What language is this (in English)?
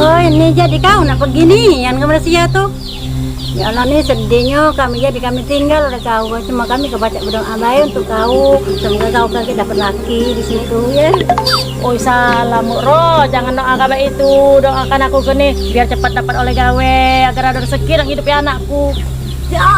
Musi